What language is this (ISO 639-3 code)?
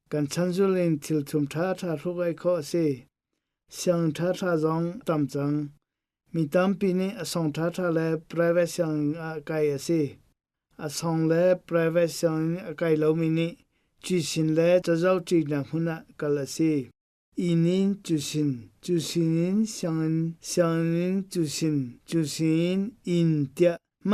cnh